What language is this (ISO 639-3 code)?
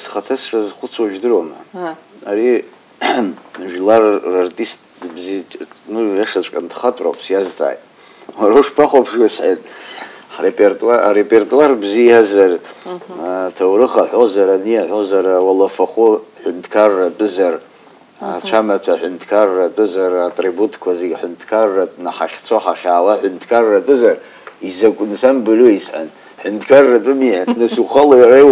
abk